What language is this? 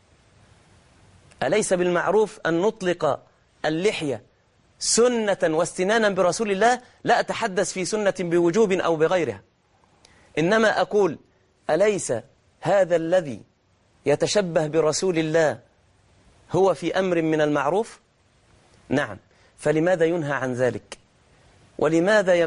Arabic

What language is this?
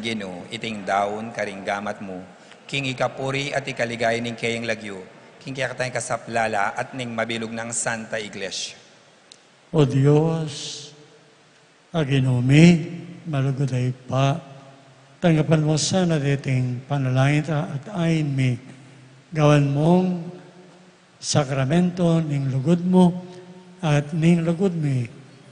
Pampanga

